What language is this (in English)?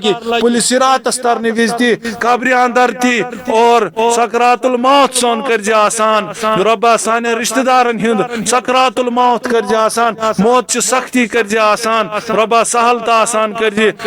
Kashmiri